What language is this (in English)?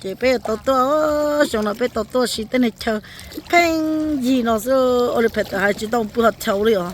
Hmong